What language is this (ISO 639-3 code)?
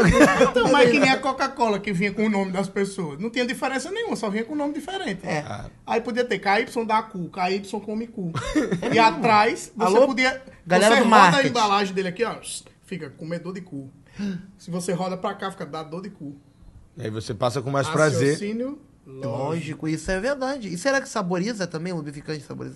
por